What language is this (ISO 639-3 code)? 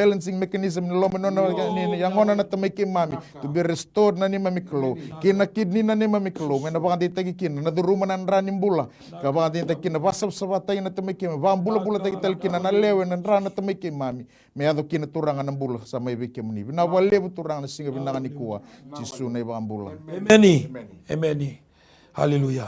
fij